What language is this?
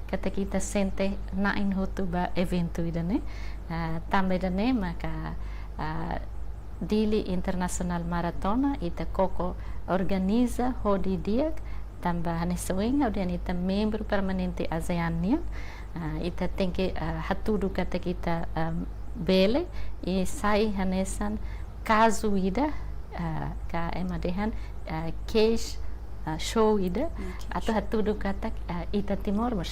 Tetum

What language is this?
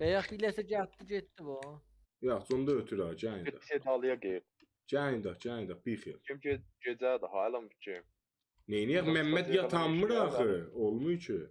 South Azerbaijani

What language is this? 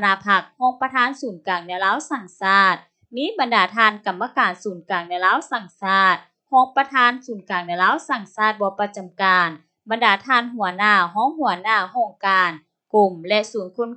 Lao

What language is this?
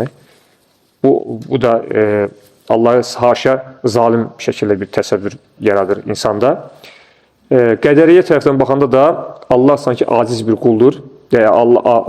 Azerbaijani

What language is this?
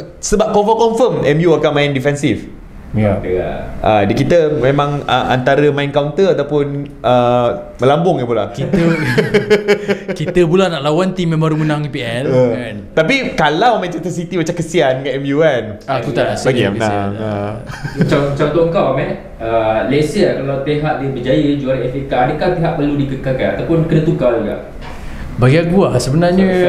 Malay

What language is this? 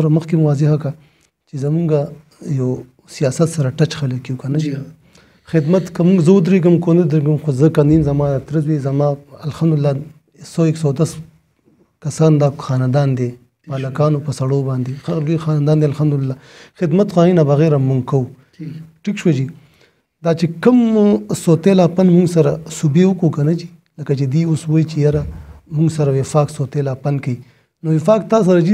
Pashto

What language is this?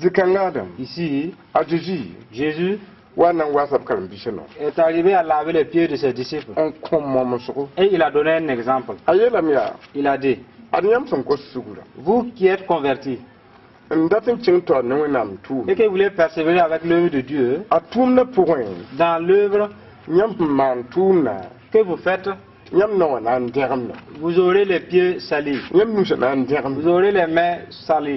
Mossi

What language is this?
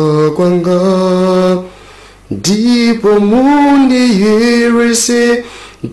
Nyanja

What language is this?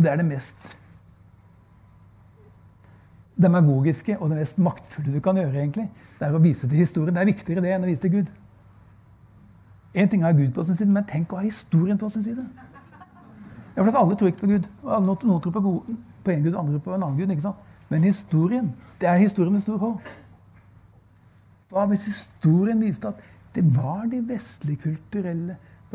Norwegian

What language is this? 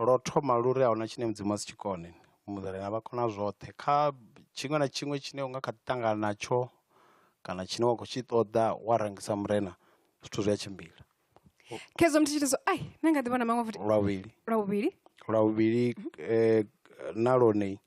Venda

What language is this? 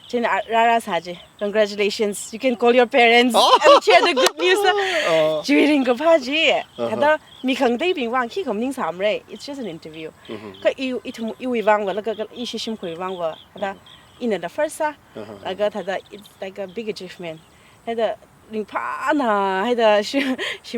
Tangkhul Naga (India)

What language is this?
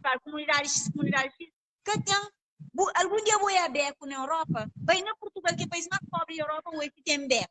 Kabuverdianu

